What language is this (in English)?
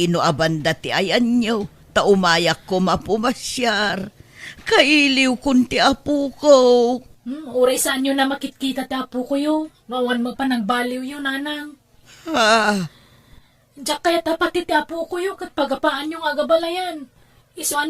Iloko